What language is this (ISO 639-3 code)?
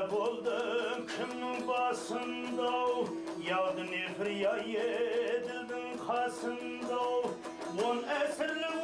kaa